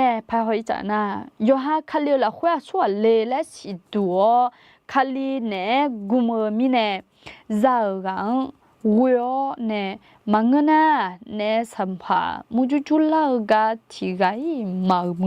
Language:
Akha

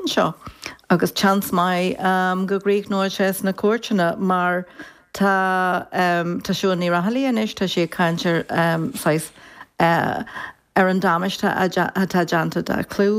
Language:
Irish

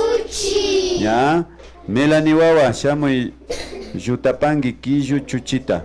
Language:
Imbabura Highland Quichua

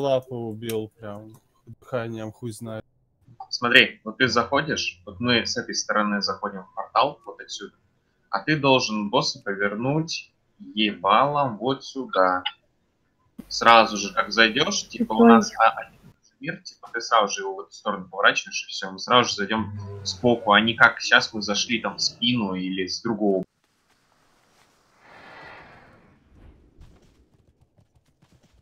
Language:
Russian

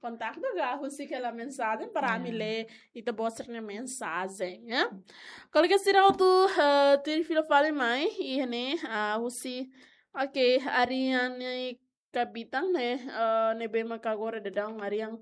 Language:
Tetum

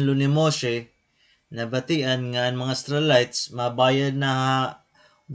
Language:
Waray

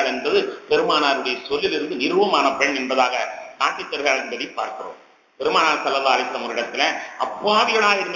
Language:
Tamil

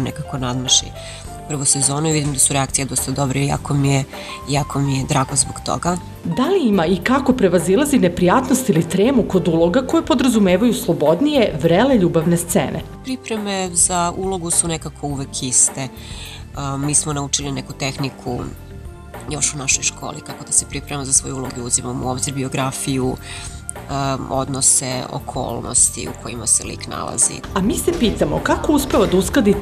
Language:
Serbian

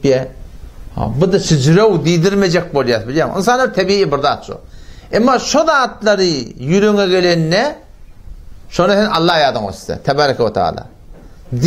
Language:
Turkmen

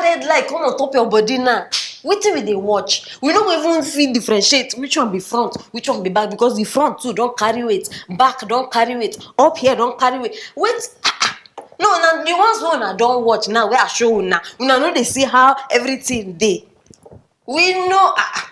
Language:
Nigerian Pidgin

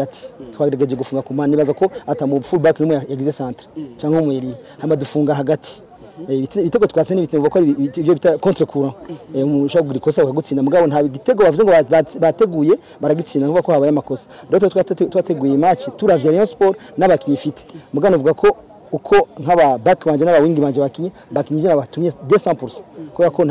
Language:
Kinyarwanda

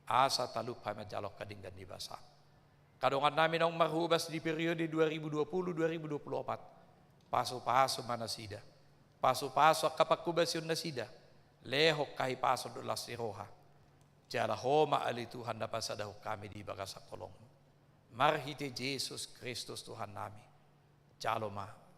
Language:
Batak Toba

